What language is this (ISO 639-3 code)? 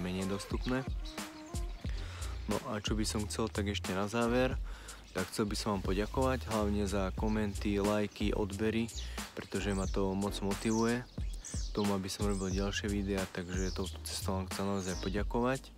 slk